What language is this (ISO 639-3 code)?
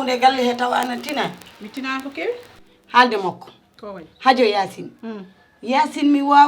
ful